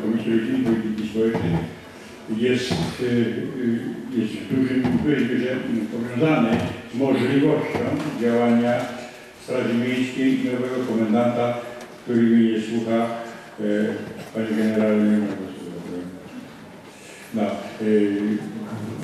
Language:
Polish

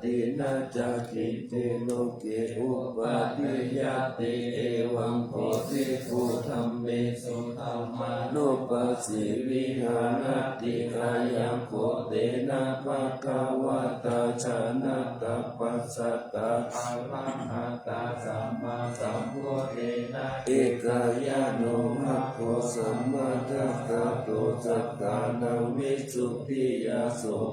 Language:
Pali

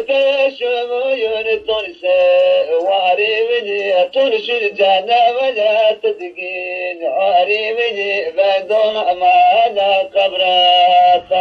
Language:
Zaza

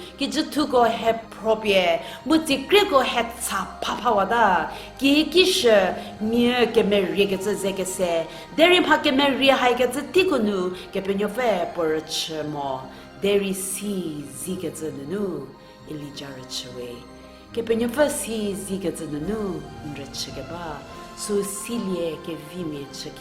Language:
Angami Naga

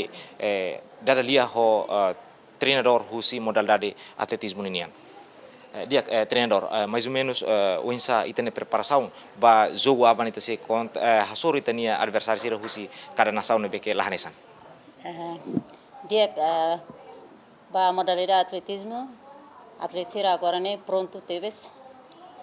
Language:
Tetum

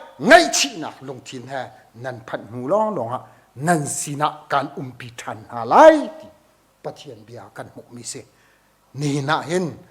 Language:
Hakha Chin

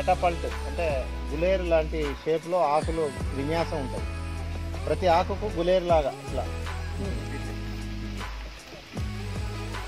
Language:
Telugu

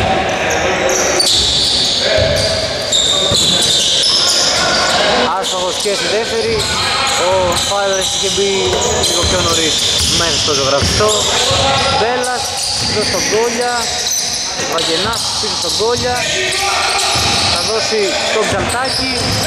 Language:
Greek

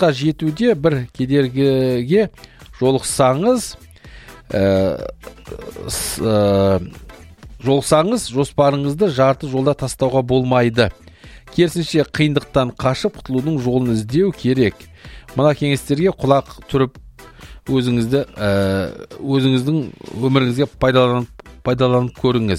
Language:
Kazakh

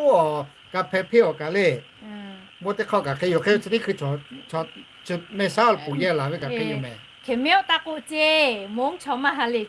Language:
Lahu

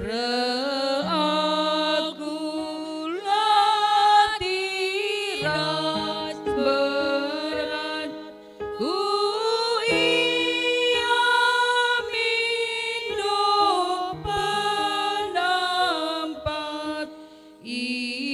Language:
Batak Karo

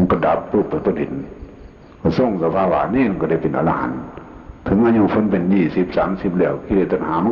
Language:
Northeastern Thai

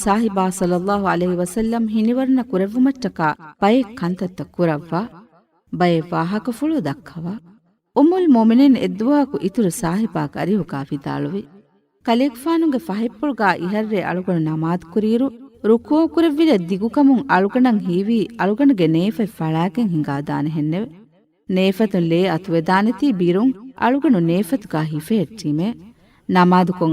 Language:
Divehi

